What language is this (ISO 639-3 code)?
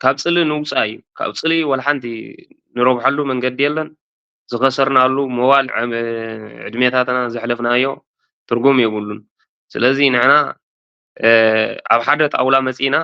tir